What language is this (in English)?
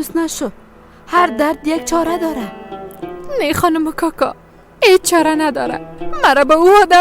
Persian